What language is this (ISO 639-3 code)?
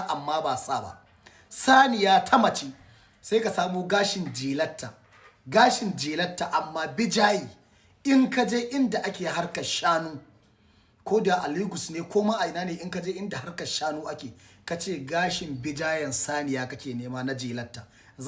hau